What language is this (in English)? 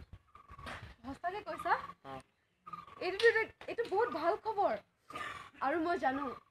Assamese